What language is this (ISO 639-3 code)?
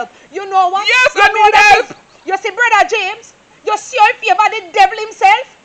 jam